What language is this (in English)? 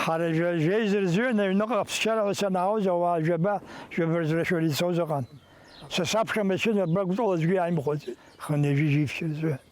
Abkhazian